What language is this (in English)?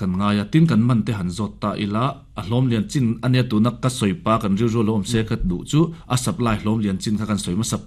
Mizo